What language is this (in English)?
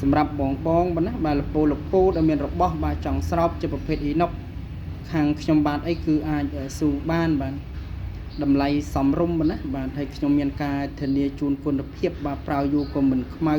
Khmer